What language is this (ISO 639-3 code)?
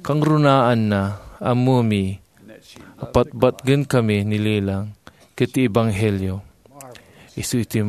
ilo